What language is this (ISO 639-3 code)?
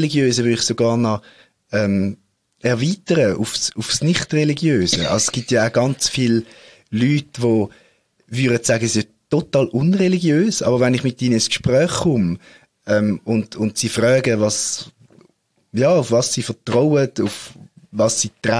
deu